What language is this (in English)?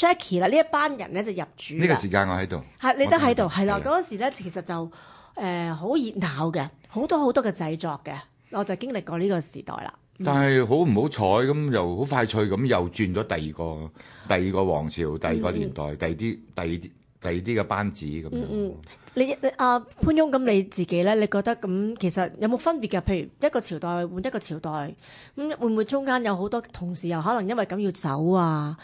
Cantonese